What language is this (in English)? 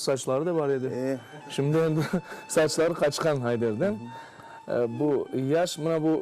Crimean Tatar